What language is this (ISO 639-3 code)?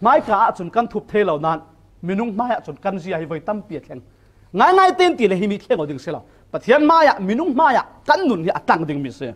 cfm